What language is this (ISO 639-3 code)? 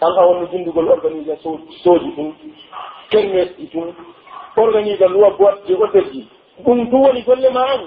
fuf